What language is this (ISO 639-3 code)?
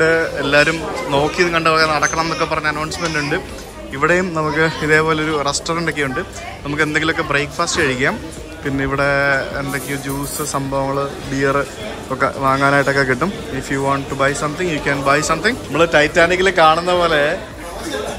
mal